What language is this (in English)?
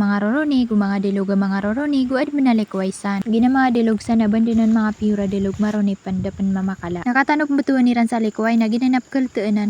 Maranao